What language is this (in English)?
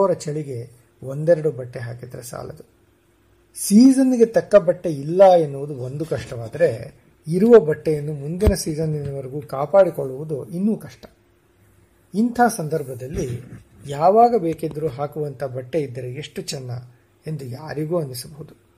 Kannada